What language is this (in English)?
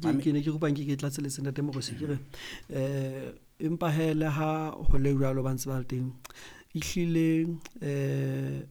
Southern Sotho